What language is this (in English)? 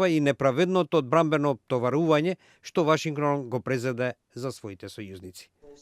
Macedonian